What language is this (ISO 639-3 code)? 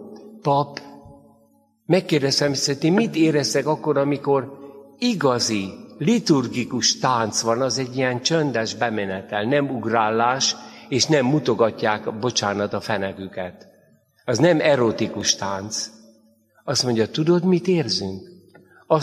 hun